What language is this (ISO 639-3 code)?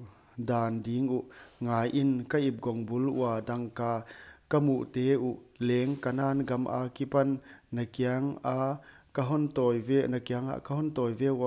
pck